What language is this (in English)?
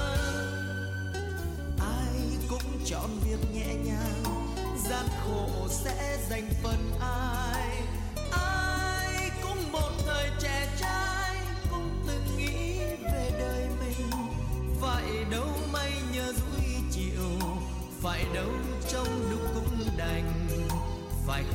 Vietnamese